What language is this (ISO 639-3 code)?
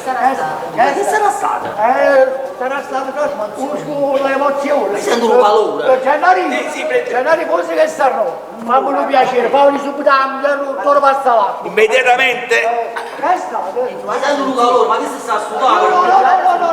nap